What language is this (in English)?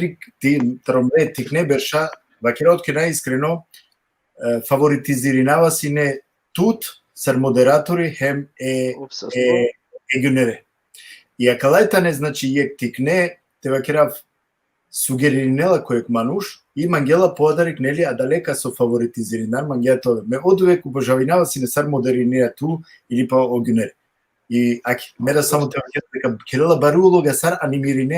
Balkan Romani